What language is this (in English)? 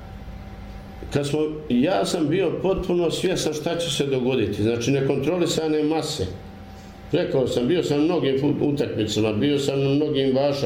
Bosnian